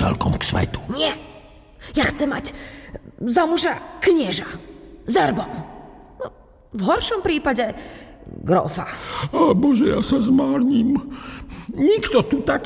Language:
Slovak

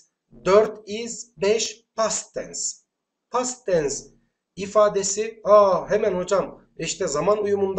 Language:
Turkish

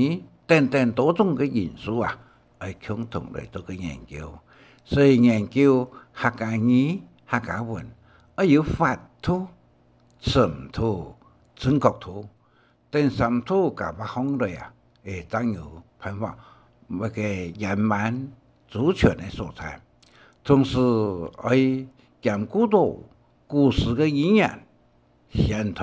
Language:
Hakka Chinese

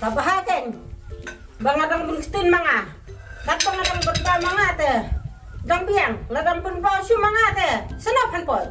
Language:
Khasi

